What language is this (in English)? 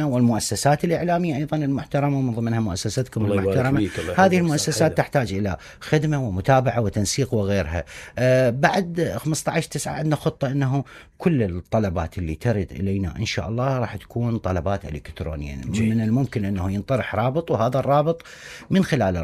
Mesopotamian Arabic